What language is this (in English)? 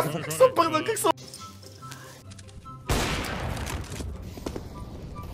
Bulgarian